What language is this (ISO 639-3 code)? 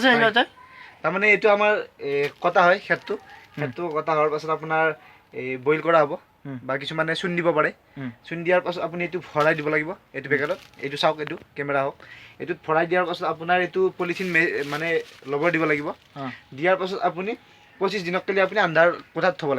asm